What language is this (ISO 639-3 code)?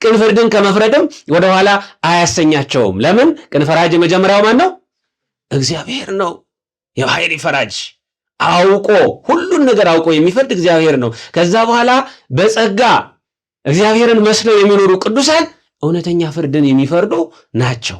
amh